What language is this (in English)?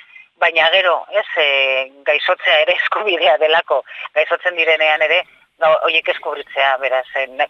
Basque